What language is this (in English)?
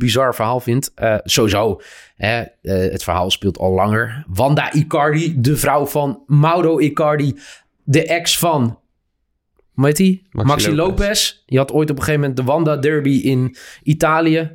Dutch